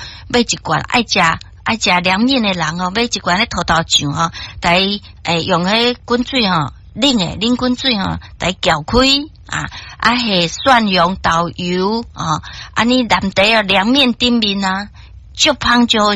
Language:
Min Nan Chinese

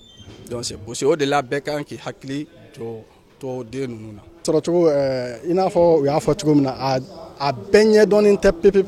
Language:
Bambara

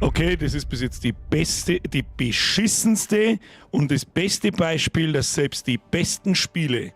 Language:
Bavarian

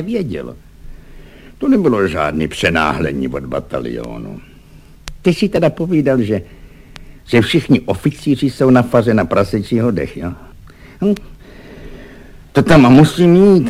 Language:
Czech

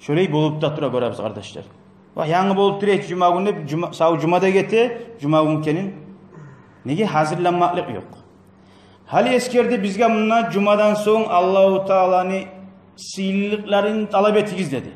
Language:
Kumyk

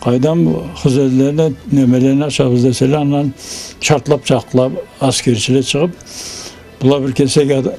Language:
Karachay-Balkar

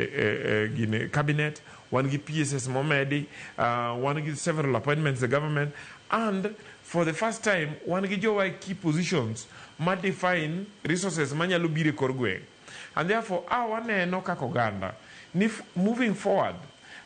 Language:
Luo (Kenya and Tanzania)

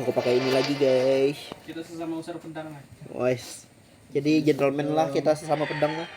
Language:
Banjar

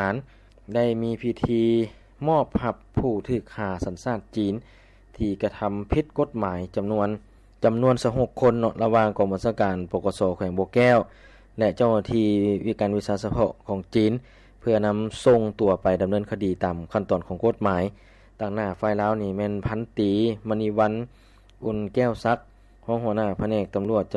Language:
Lao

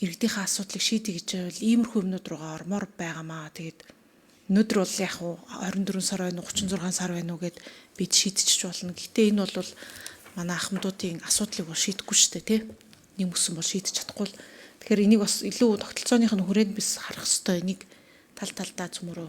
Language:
Mongolian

